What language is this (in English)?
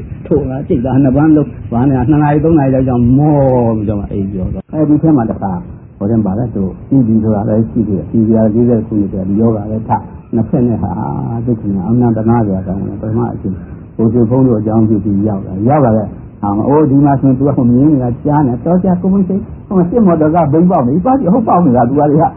Burmese